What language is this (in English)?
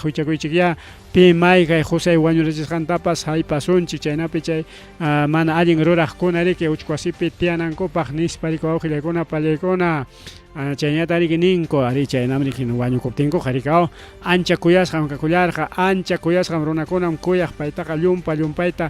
Ayacucho Quechua